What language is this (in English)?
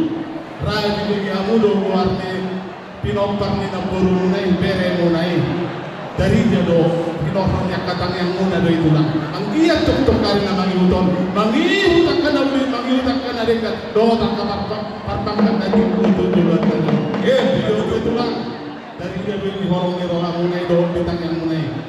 Batak Toba